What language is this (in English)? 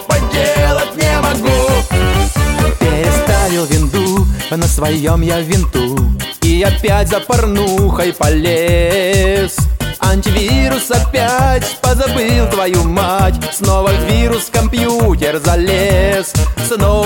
Russian